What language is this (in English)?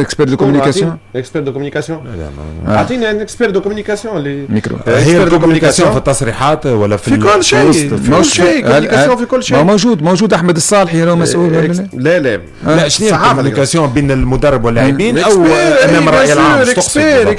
Tunisian Arabic